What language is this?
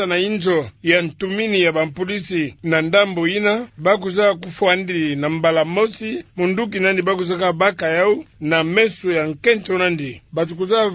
Kituba (Democratic Republic of Congo)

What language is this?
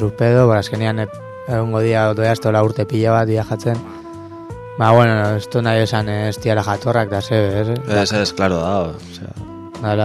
Basque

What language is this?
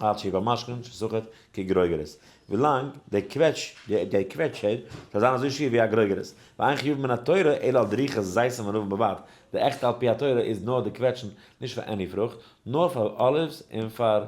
Yiddish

